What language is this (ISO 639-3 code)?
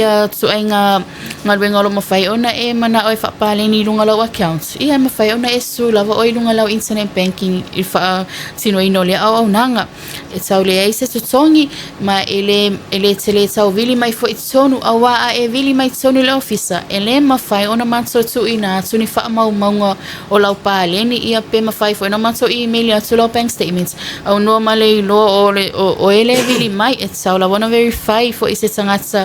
smo